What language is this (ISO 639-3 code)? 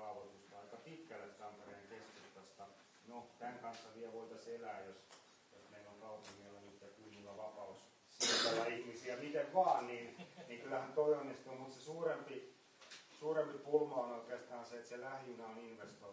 fin